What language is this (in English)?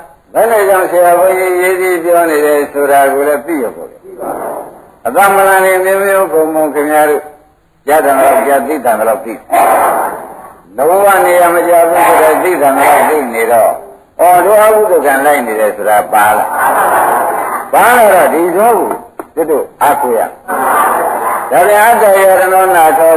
Burmese